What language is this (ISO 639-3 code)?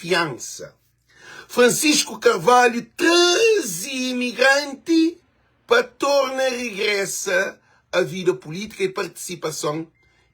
kea